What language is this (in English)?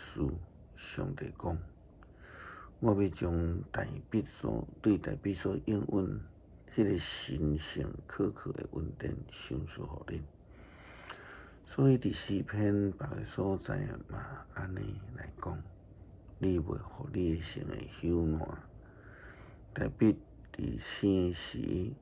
Min Nan Chinese